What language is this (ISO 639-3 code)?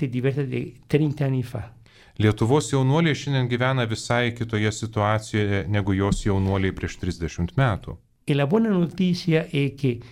lit